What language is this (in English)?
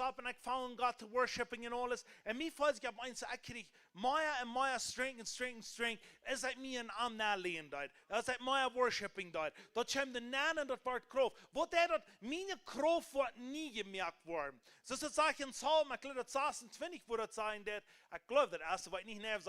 Plautdietsch